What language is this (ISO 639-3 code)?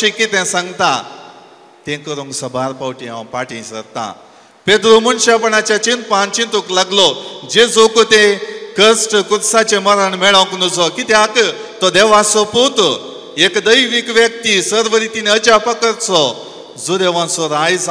kok